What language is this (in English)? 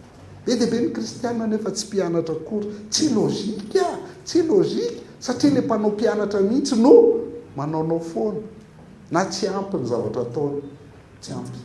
Malagasy